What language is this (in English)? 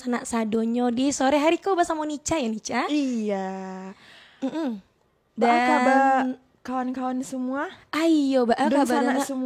Minangkabau